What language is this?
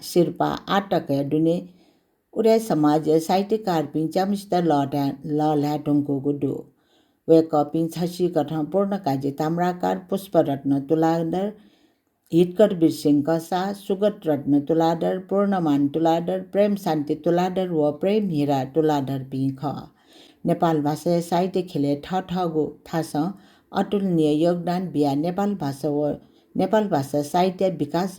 Newari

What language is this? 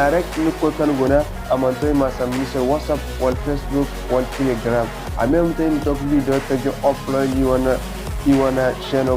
Zarma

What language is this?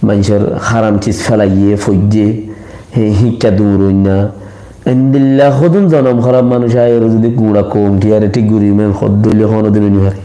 Rohingya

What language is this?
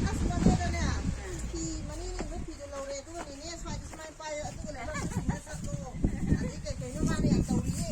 Manipuri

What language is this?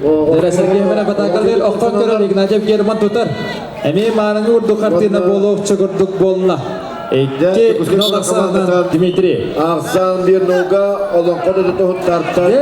Yakut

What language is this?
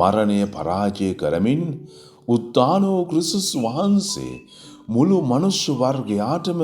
Sinhala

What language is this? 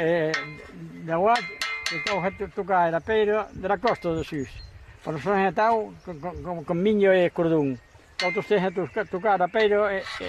Occitan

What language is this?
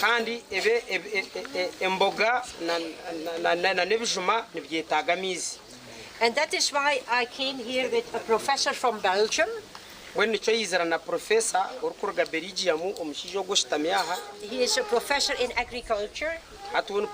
Nyankole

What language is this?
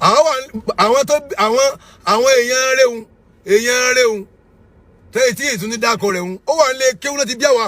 Yoruba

